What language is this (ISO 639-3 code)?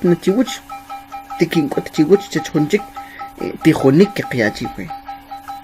quc